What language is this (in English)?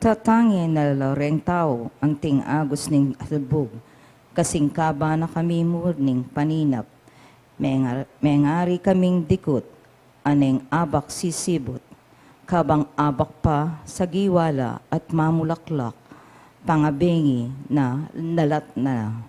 Pampanga